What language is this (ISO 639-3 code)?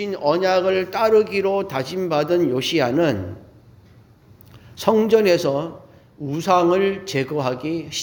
kor